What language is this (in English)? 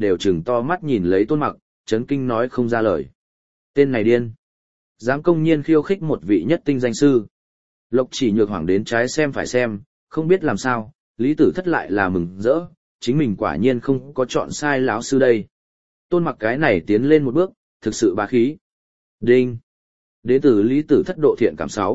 Vietnamese